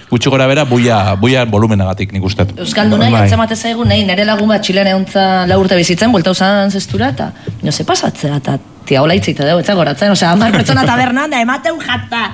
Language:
Basque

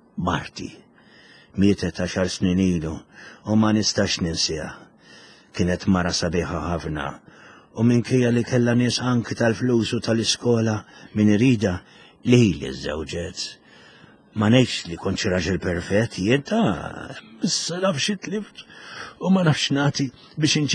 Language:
Maltese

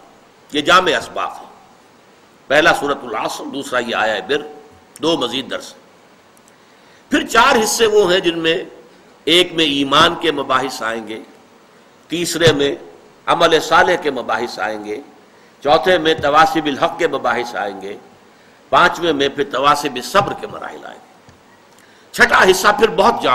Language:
Urdu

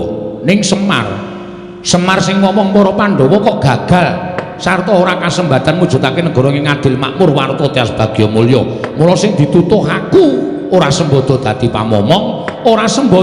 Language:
Javanese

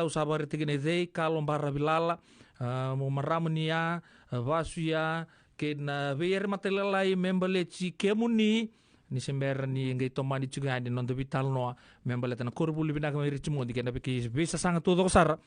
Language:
Fijian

